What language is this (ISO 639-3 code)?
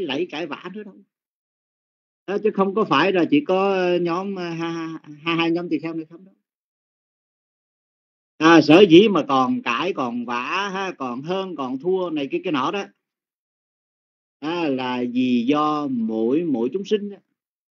vie